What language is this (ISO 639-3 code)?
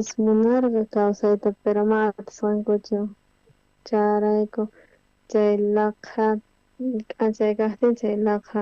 quh